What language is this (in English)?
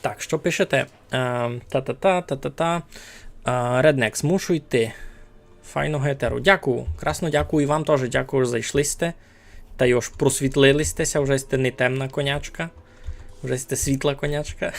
Rusyn